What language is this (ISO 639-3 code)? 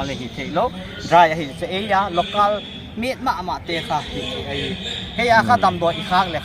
pck